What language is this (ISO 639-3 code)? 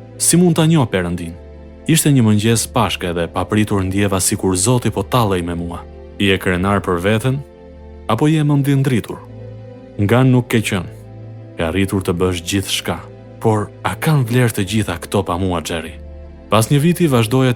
sqi